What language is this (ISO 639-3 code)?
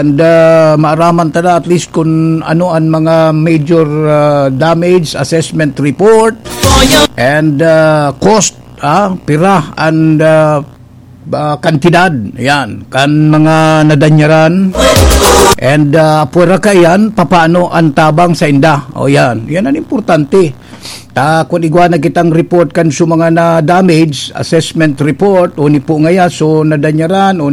bik